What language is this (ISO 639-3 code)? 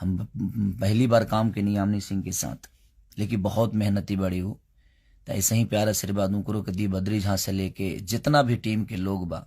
bho